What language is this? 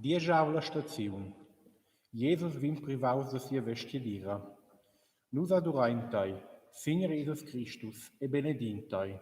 Romansh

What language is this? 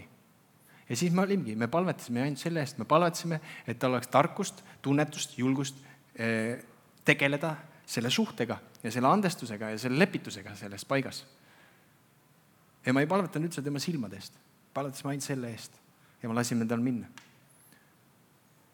Estonian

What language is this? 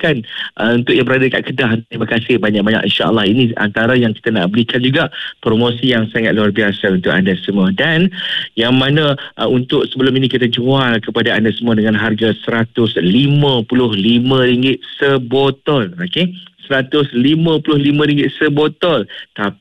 Malay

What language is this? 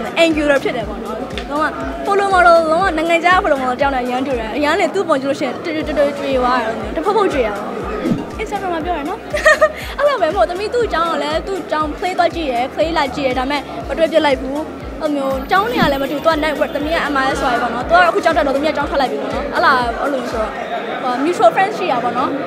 Burmese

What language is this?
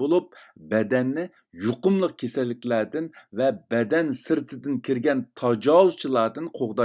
Uyghur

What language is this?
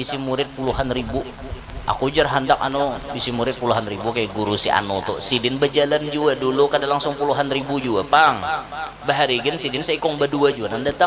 Banjar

